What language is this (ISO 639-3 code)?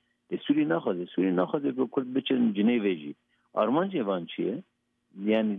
kur